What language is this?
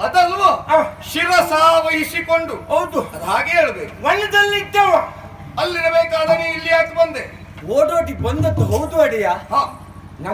Kannada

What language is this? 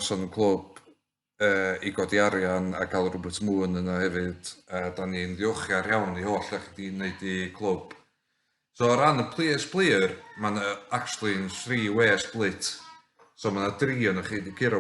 Welsh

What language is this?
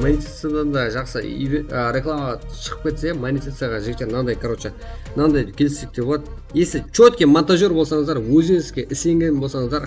Kara-Kalpak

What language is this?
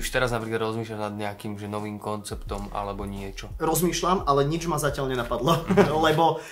Slovak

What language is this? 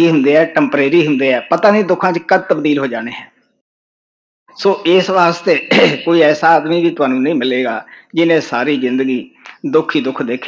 Punjabi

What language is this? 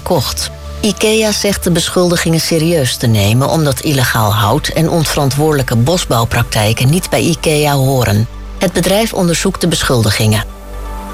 Dutch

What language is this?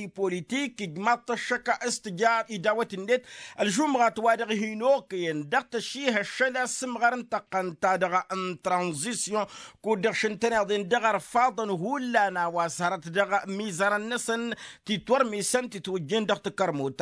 Tamasheq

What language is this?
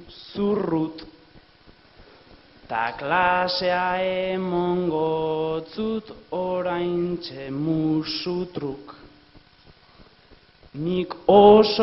Basque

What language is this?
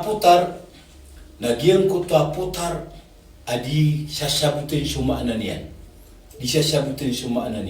Maranao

